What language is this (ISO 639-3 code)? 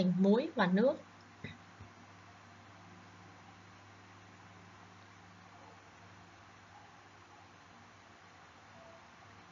vie